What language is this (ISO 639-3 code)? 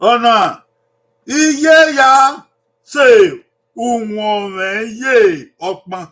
bin